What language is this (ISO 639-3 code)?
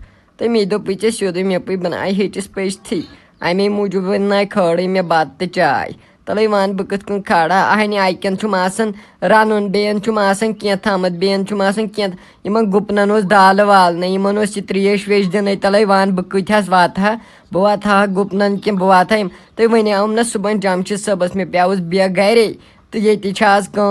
kas